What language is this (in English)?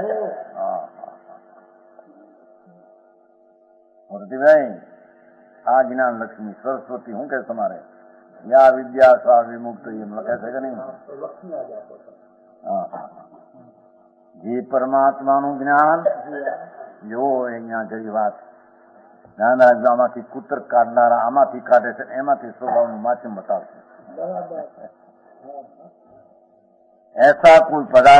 Gujarati